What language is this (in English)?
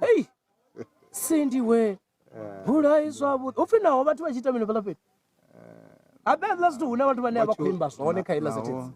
Venda